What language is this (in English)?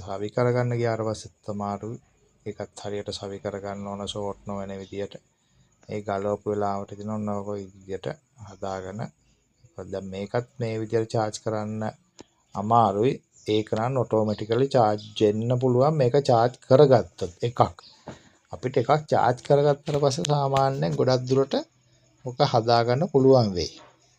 Sinhala